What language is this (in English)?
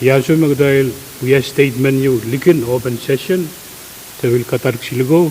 Pohnpeian